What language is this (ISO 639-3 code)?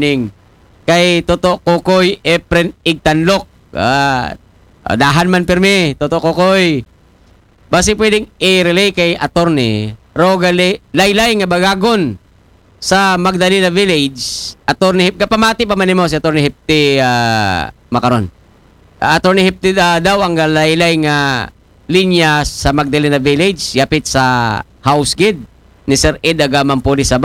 akl